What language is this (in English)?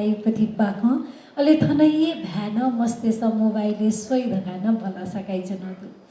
Newari